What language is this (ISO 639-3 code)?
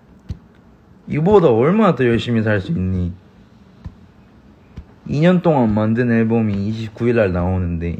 kor